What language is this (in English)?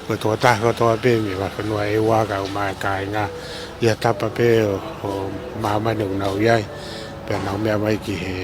Tongan